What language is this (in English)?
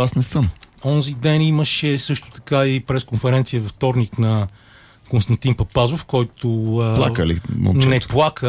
Bulgarian